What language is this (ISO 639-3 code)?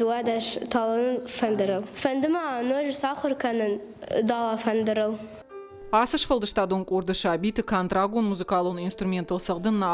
oss